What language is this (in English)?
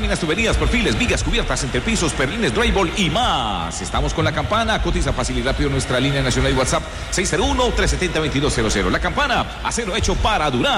Spanish